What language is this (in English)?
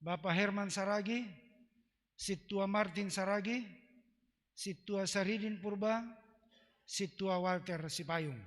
Batak Simalungun